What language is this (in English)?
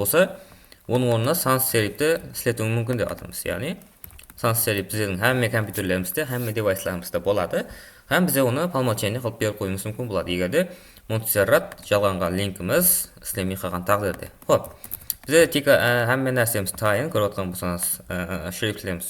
Kara-Kalpak